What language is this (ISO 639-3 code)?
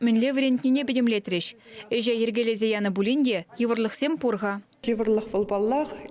chv